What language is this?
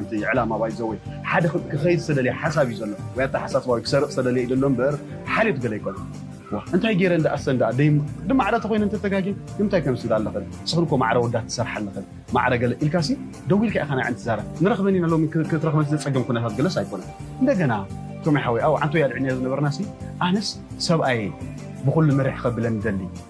Tigrinya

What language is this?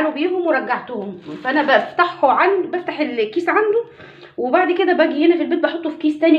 Egyptian Arabic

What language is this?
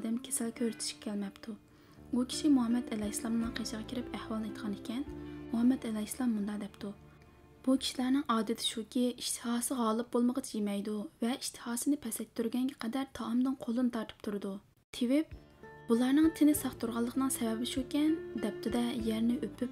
Uyghur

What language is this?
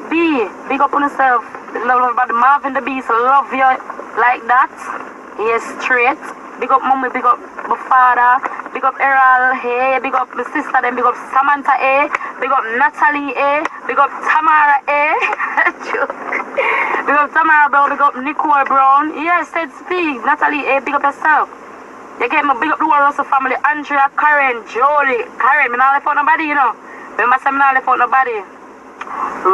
Jamaican Creole English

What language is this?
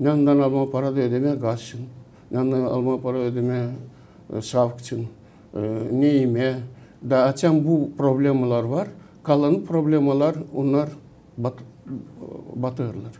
Gagauz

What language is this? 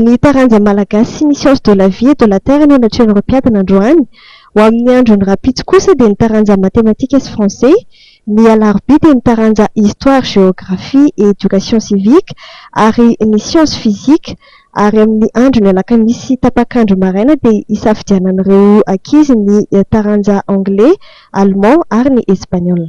Malagasy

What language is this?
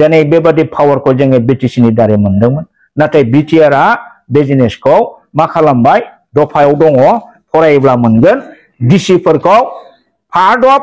Bodo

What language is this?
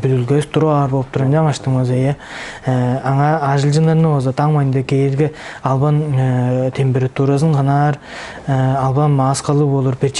Tuvinian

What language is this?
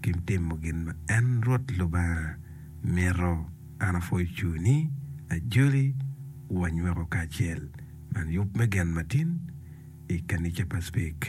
Acoli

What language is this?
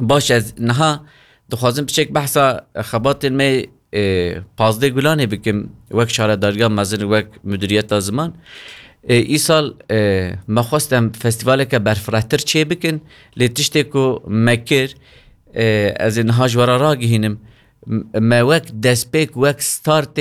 Kurdish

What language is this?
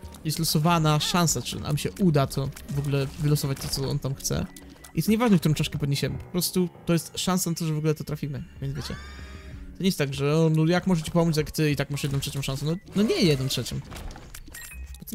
Polish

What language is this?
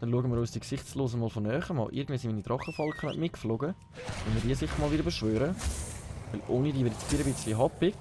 Swiss German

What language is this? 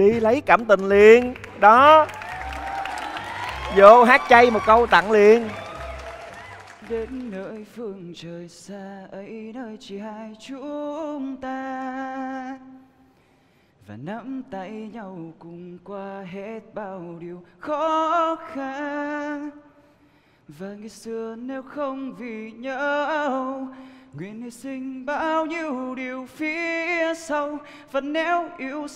Vietnamese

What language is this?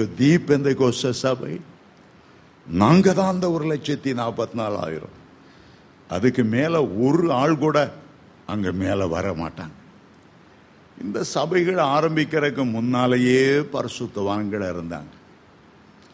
Tamil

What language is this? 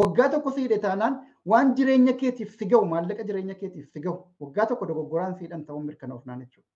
Oromo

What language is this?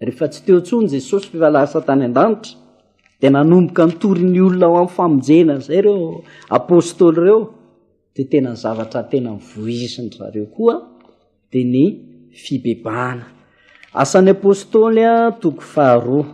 Malagasy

